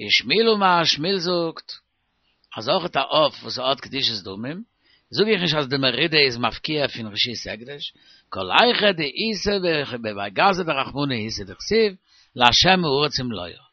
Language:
Yiddish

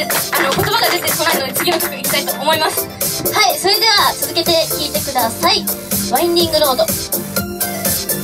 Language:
Japanese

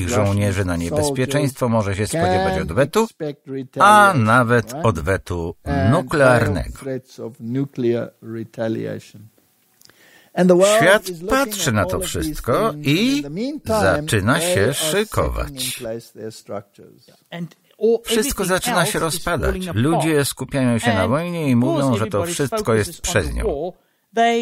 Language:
Polish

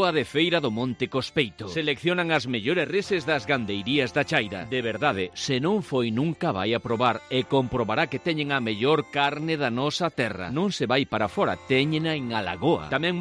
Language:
Galician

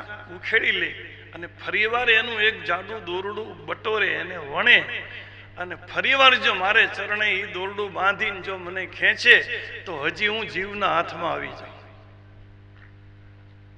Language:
Gujarati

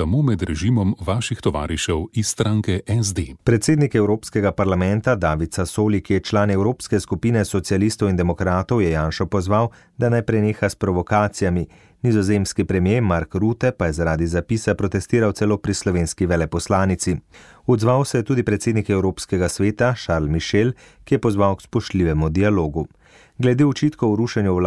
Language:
Slovenian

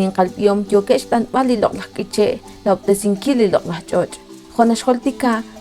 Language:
Kekchí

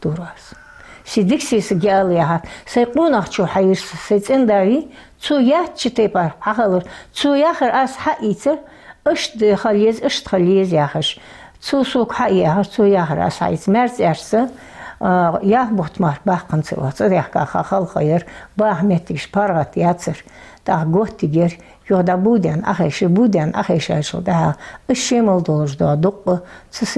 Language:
Ingush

